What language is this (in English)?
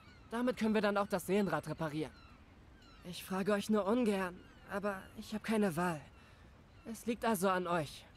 German